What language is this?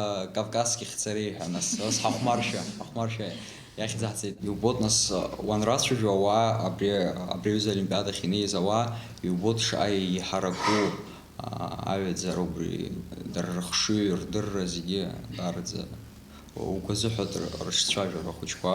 Abkhazian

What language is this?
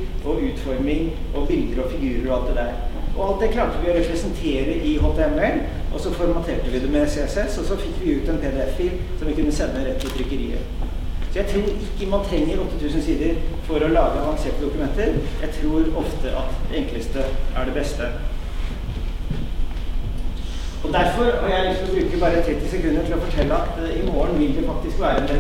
Norwegian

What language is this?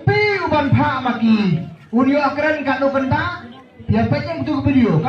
Khasi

